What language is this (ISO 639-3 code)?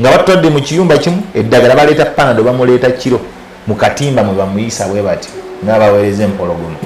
lug